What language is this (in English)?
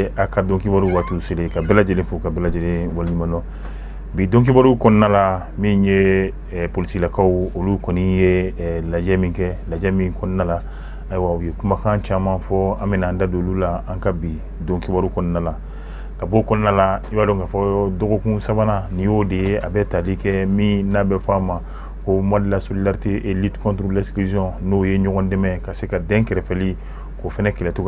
Bambara